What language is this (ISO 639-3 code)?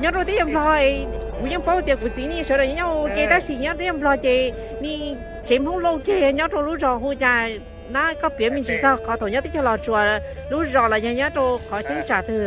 hmn